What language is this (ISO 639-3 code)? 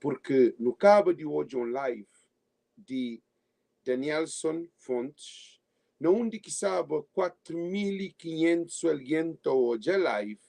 kea